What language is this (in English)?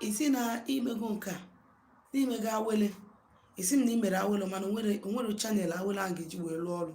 Igbo